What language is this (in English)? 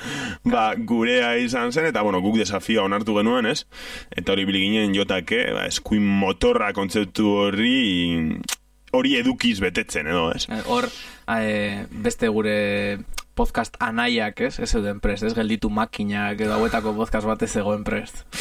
Basque